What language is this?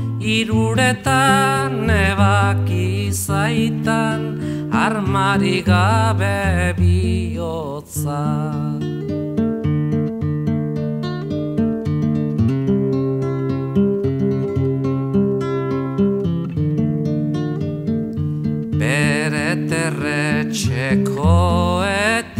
Basque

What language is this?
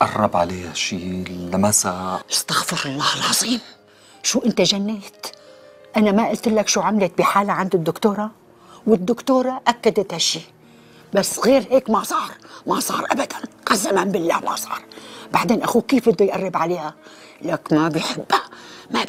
North Levantine Arabic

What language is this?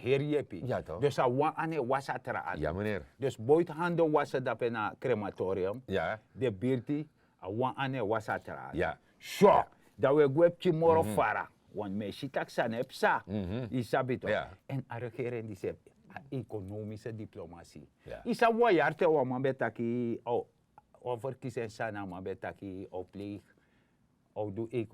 Sranan Tongo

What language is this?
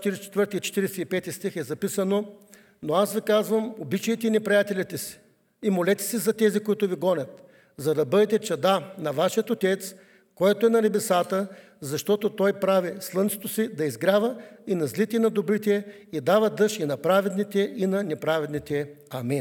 Bulgarian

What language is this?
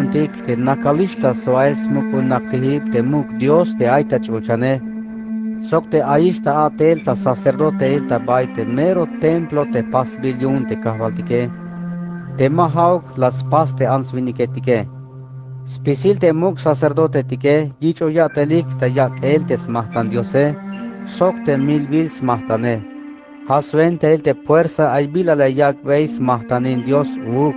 Tzeltal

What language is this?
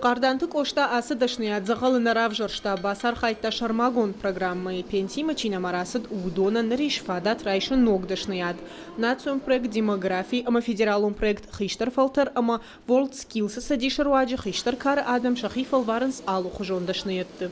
Ossetic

